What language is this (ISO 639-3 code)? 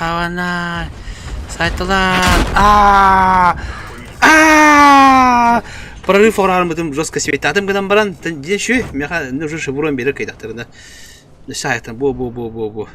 sah